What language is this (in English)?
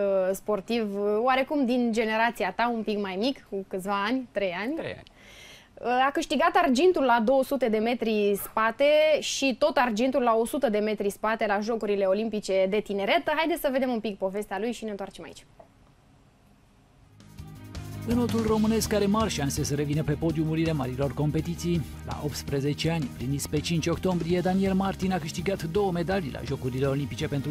Romanian